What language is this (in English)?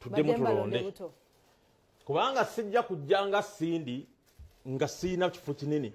Ganda